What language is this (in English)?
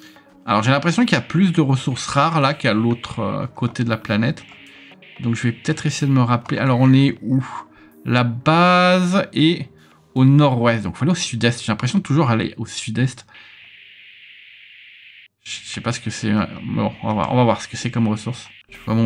French